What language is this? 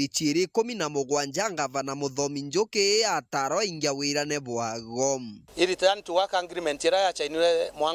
Meru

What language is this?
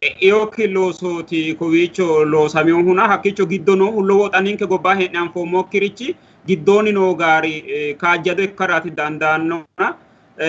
Sidamo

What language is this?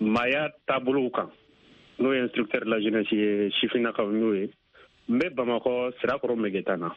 Bambara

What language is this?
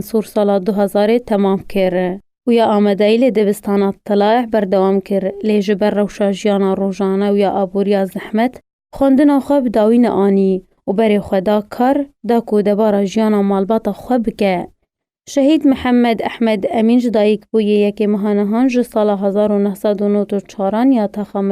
Kurdish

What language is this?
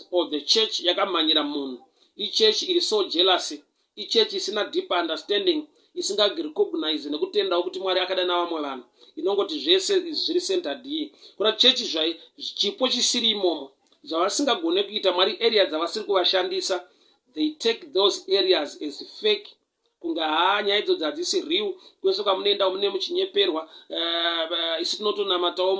Shona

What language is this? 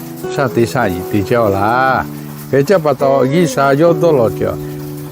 Lahu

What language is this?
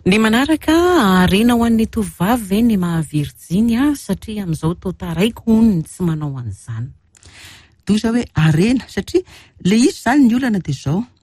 Malagasy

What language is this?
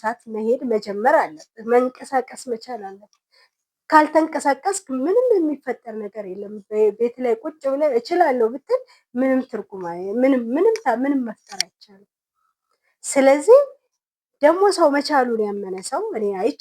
Amharic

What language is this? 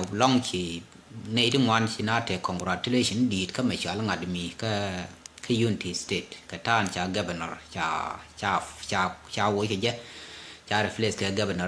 Nuer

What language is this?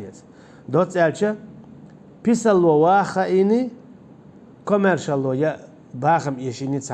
Chechen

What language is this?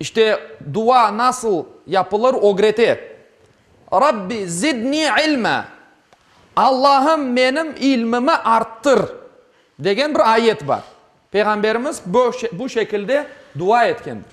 Crimean Tatar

